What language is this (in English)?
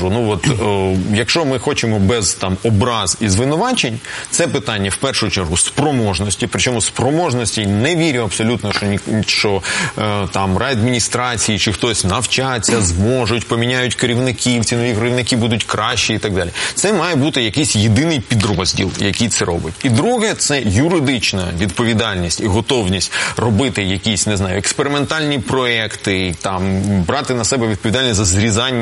Ukrainian